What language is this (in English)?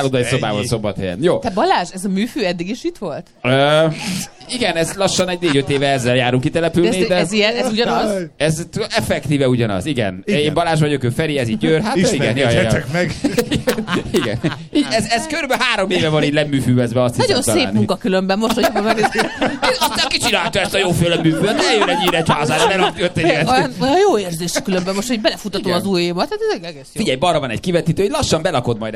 Hungarian